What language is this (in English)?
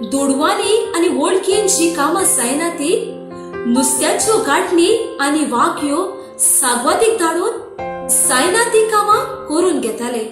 Konkani